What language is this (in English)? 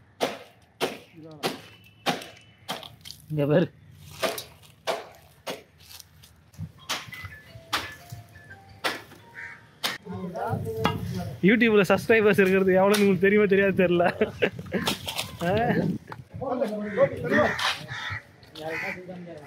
Tamil